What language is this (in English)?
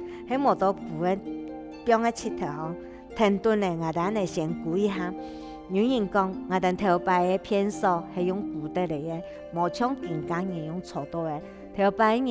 Hakka Chinese